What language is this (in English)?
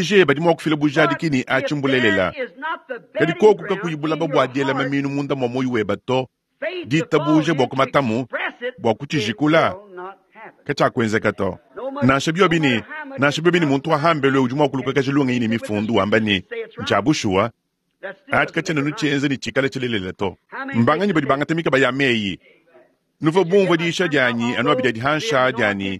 Luba-Lulua